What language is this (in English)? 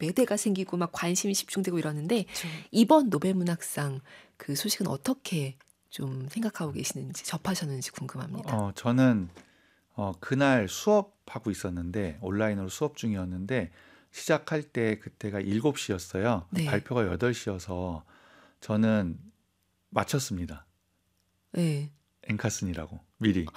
Korean